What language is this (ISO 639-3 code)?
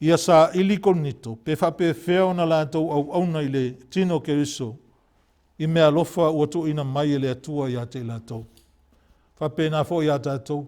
smo